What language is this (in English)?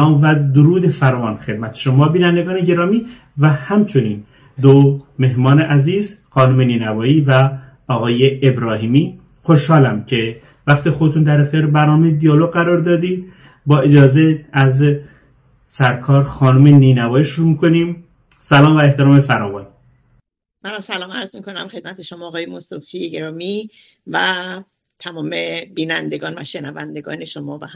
Persian